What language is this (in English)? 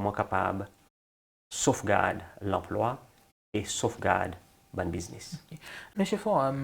Seselwa Creole French